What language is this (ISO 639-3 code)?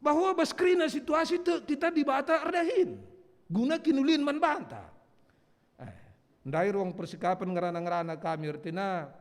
btx